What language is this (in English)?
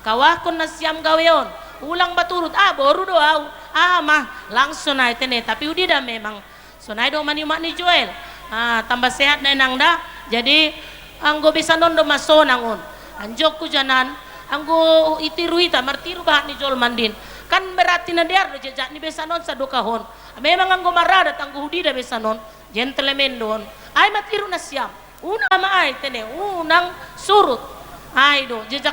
Batak Simalungun